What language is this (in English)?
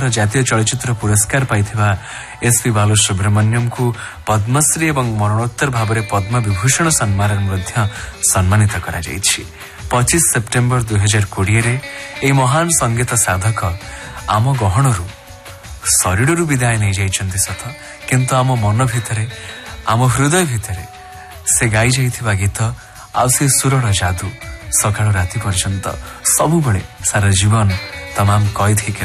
Odia